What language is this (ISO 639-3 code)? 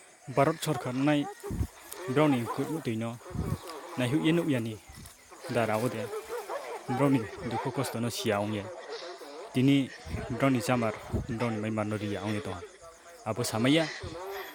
ria